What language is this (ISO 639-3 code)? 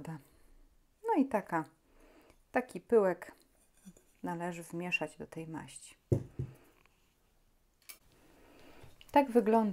pol